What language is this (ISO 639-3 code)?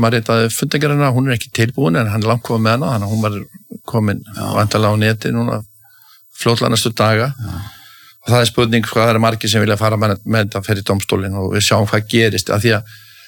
isl